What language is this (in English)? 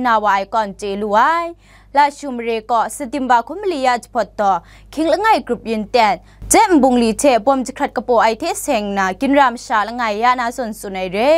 Kachin